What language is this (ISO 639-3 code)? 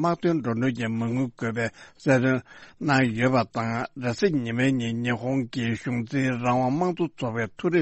bod